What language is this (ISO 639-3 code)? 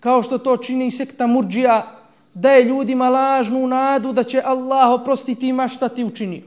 bos